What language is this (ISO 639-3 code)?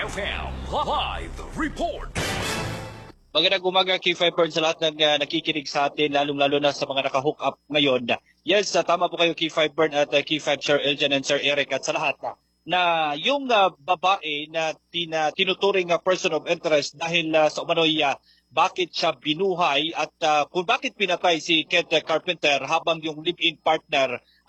fil